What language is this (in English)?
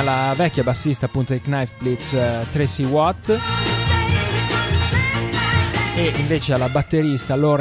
Italian